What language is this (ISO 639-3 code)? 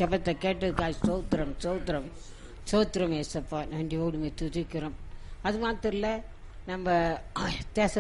tam